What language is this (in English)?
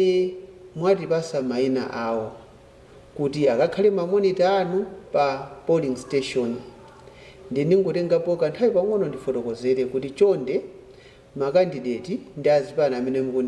Nyanja